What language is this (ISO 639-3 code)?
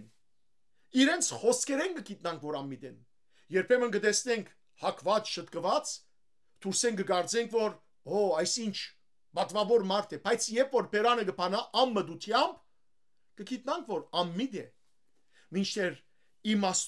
hyw